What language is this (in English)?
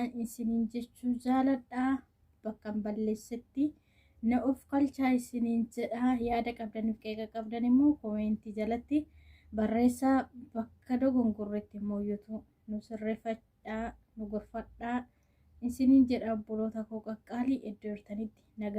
Oromo